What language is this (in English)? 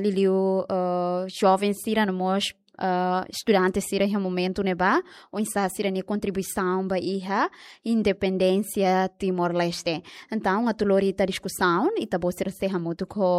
Tetum